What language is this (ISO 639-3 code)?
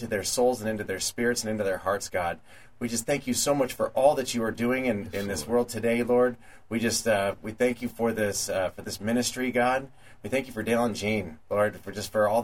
eng